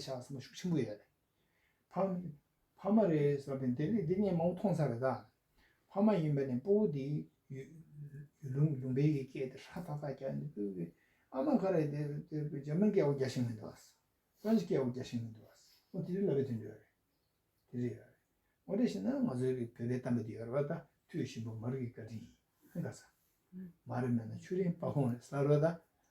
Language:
Tibetan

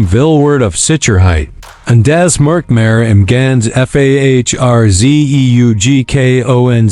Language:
Swiss German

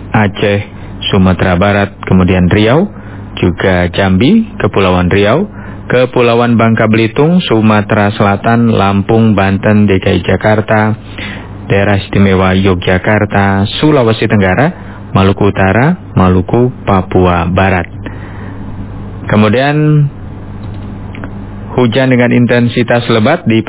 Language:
Indonesian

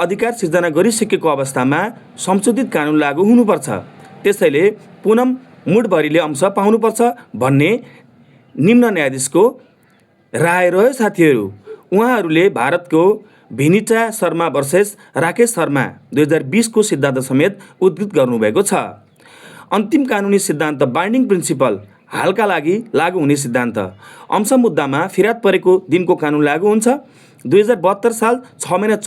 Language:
Nepali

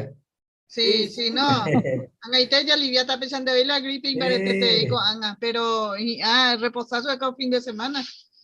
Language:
Guarani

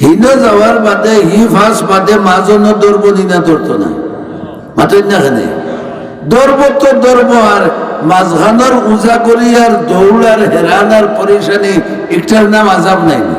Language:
Sylheti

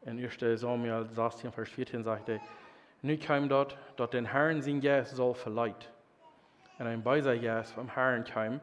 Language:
Plautdietsch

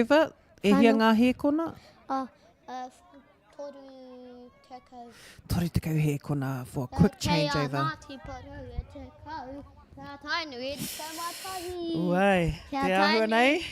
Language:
Māori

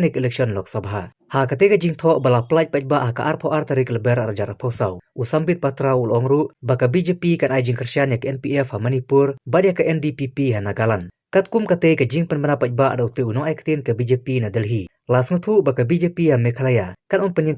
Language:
Khasi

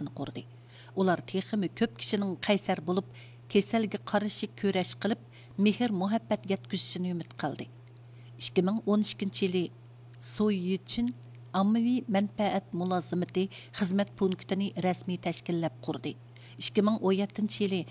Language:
Uyghur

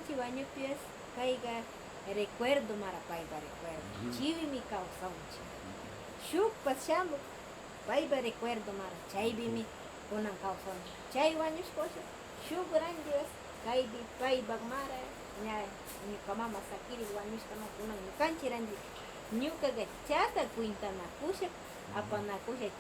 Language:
Northern Pastaza Quichua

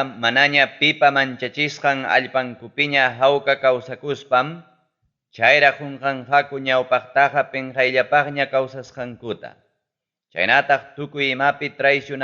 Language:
Ayacucho Quechua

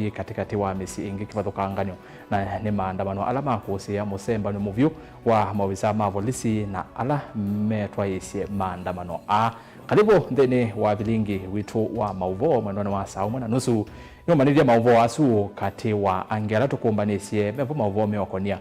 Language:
Kamba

